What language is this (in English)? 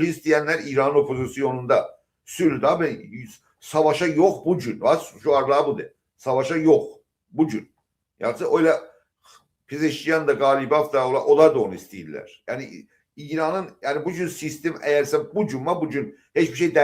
South Azerbaijani